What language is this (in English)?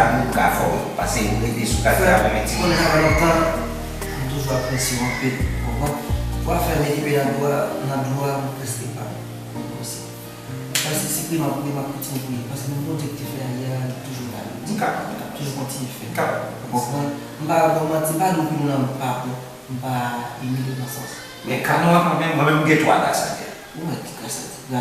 Haitian Creole